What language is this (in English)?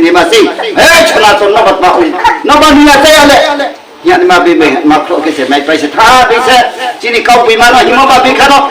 Riang (India)